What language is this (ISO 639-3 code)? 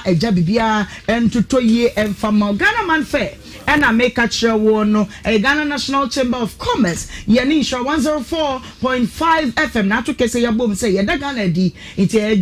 aka